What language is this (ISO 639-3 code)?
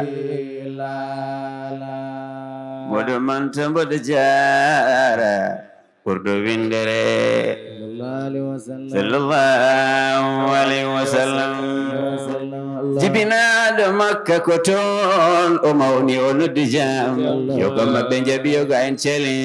ful